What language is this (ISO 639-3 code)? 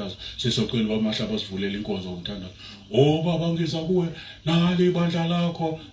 zul